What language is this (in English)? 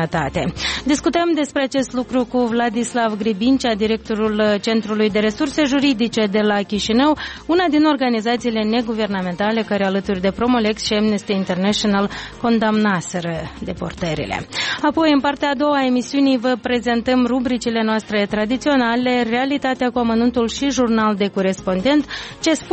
Romanian